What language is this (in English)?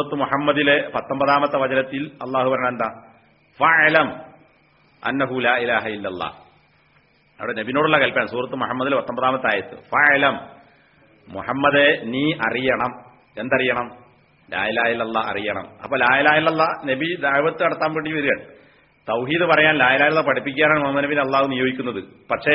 Malayalam